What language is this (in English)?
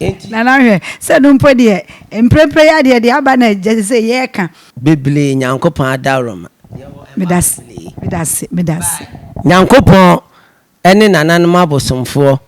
Akan